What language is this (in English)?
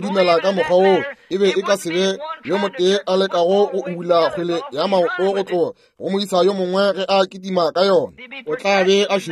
Northern Sotho